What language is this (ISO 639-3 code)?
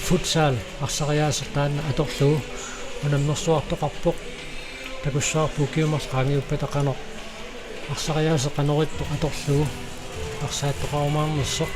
kal